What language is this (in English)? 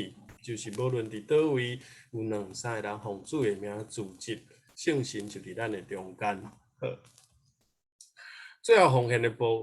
Min Nan Chinese